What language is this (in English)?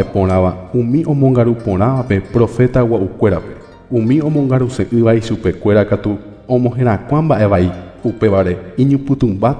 Guarani